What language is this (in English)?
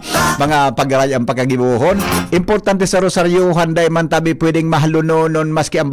Bikol